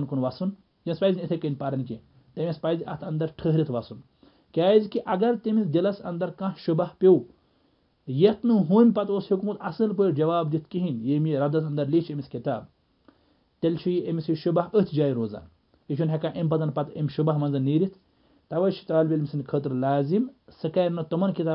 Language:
Kashmiri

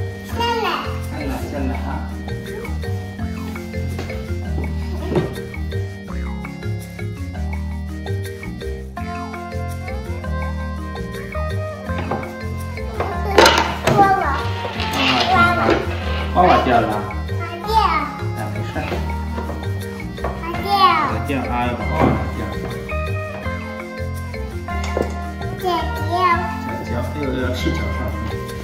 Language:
Chinese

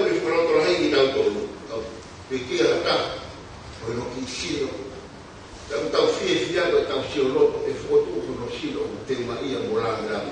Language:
Tongan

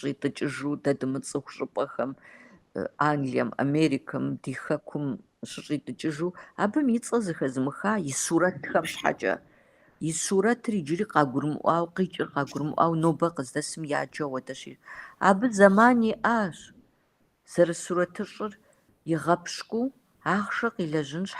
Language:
Kabardian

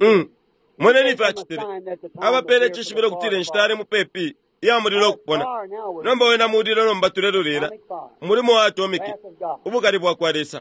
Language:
Bemba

